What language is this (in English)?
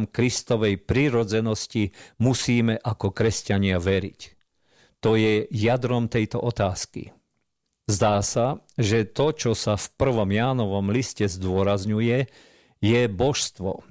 Slovak